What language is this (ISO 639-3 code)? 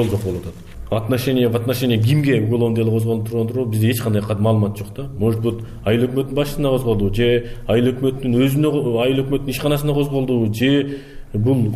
kir